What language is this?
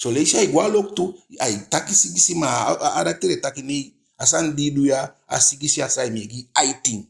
Eastern Maroon Creole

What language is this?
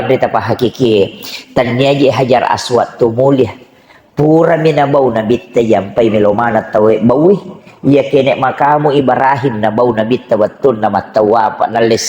Buginese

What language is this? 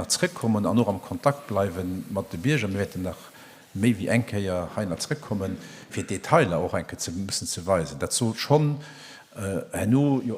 Luxembourgish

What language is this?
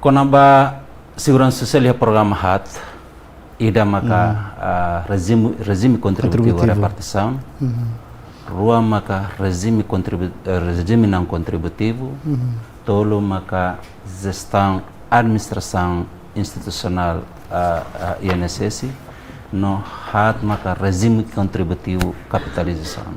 Tetum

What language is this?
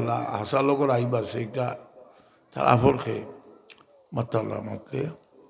Sylheti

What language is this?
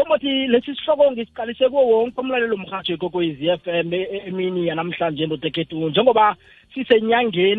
South Ndebele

